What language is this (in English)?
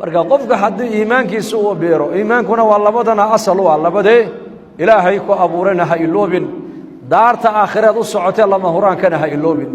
Somali